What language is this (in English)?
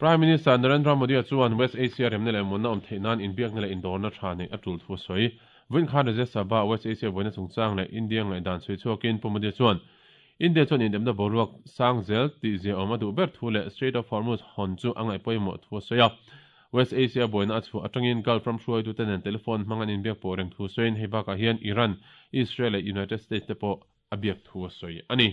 Mizo